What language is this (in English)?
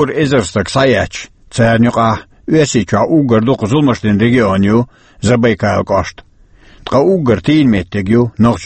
Chechen